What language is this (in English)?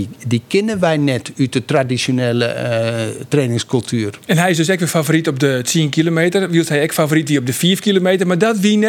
Western Frisian